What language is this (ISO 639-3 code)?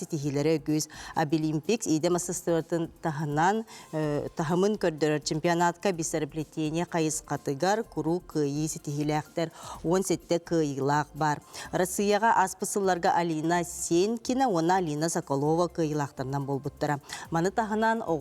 sah